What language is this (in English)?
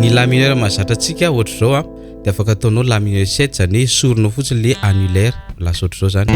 Malagasy